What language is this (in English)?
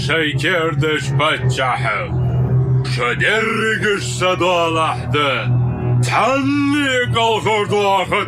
Ingush